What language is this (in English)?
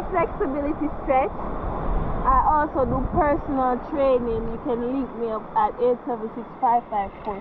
Jamaican Creole English